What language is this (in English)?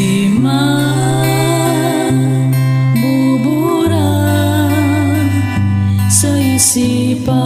Filipino